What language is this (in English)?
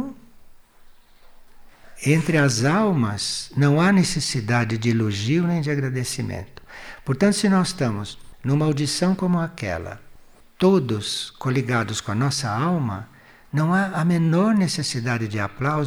Portuguese